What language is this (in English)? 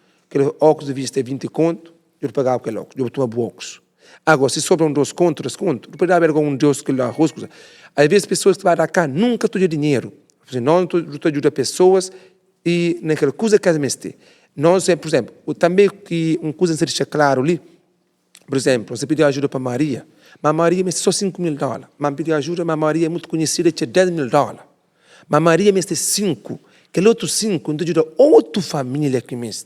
Kabuverdianu